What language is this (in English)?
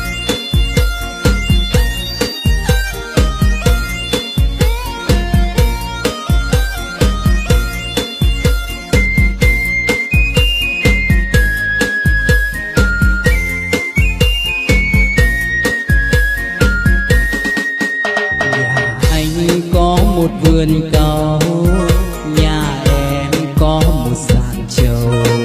Vietnamese